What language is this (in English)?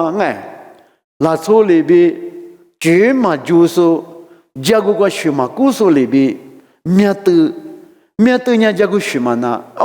Lisu